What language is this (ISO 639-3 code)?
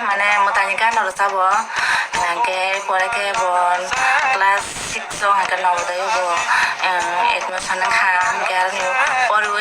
trp